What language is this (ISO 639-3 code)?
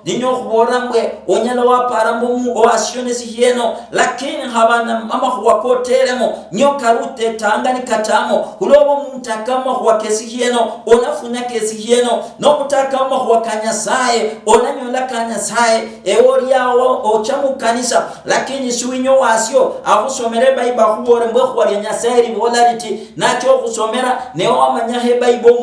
luy